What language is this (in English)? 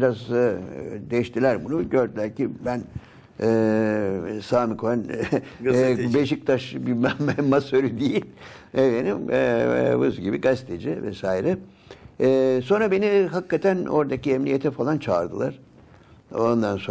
Turkish